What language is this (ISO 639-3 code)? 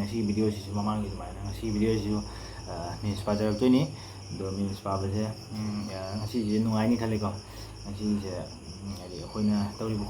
mni